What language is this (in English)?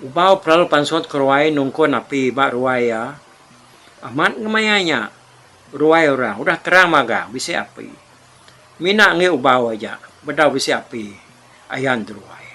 Iban